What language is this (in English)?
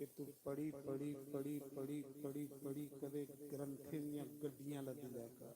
Dogri